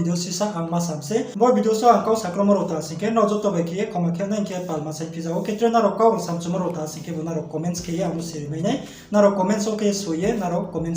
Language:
Riang (India)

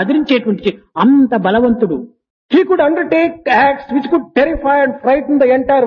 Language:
Telugu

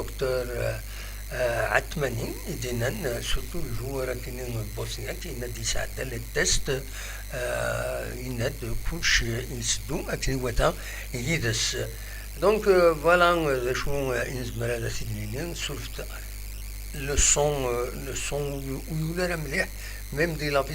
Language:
Kabyle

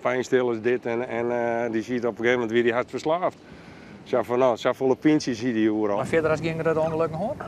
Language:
Western Frisian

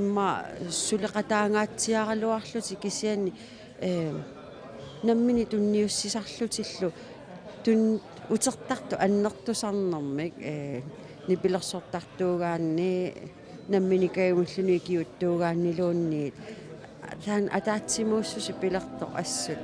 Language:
Kalaallisut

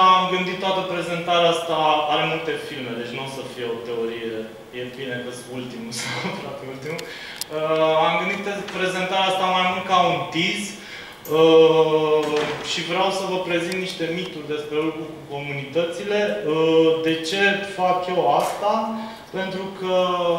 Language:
Romanian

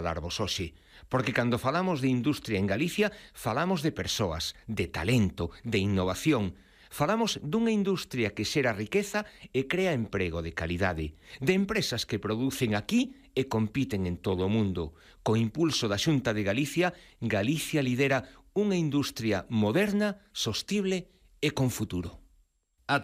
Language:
Galician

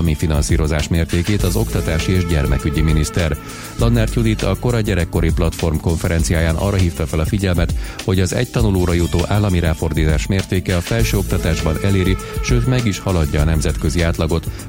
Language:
Hungarian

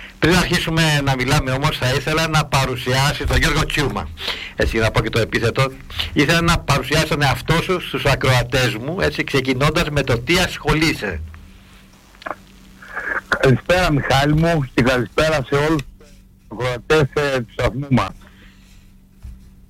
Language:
Greek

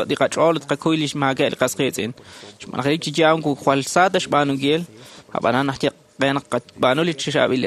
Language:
Kekchí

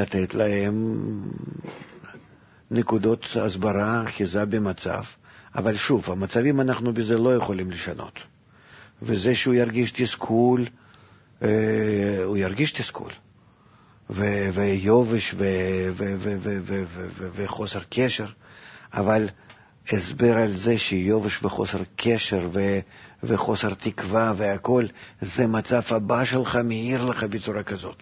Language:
Hebrew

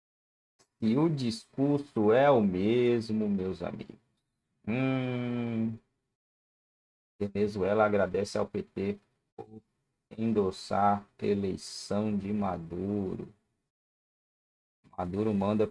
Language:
Portuguese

